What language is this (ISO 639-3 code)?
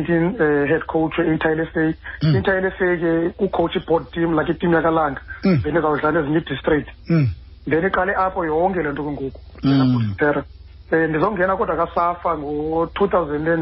xho